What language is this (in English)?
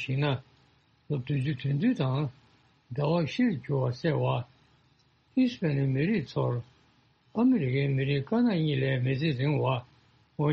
Tibetan